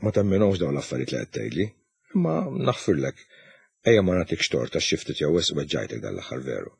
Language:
Maltese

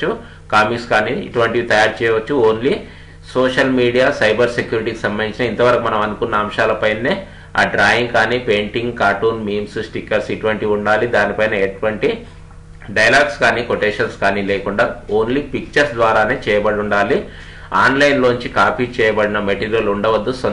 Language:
Telugu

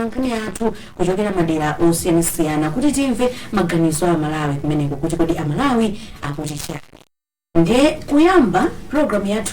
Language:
Nyanja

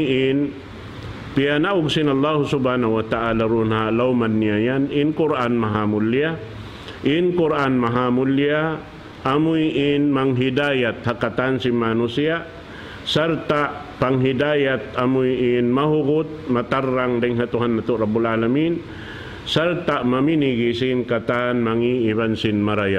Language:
Tausug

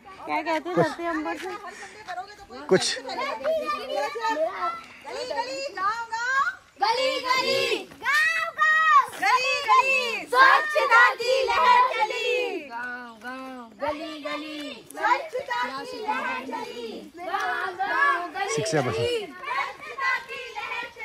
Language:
Hindi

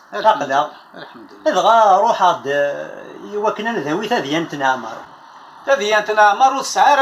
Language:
Kabyle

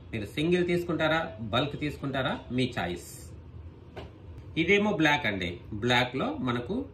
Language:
Telugu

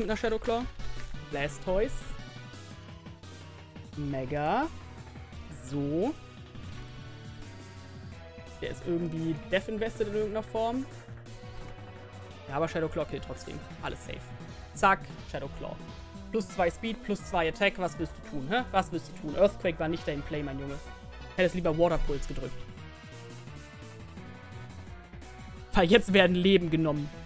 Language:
German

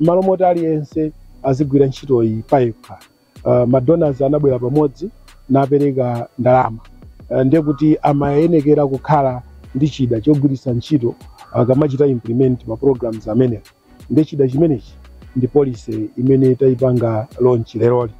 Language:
Nyanja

